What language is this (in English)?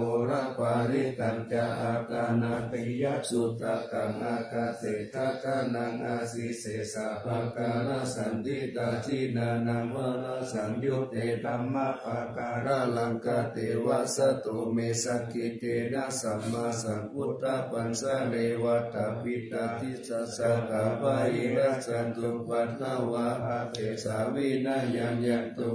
Pali